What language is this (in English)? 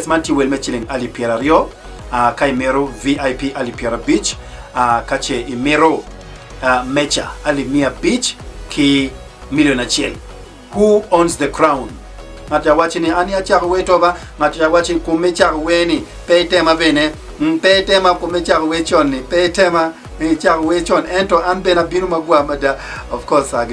Acoli